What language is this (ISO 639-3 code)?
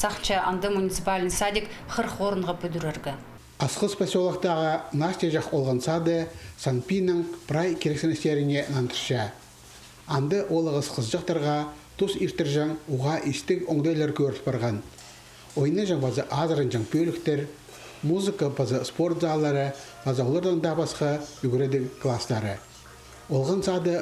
kjh